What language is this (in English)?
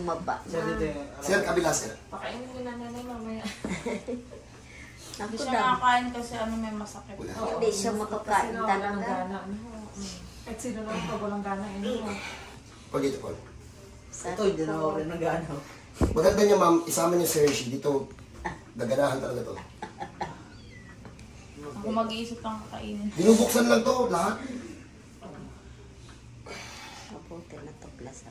Filipino